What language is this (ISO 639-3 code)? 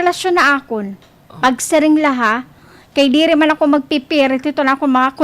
war